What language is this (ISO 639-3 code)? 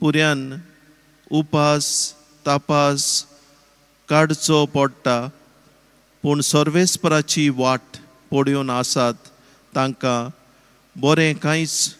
kok